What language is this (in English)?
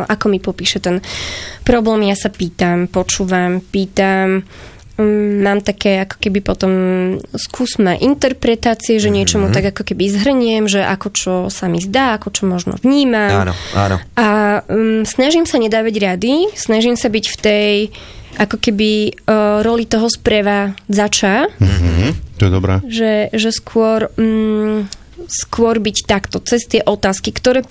Slovak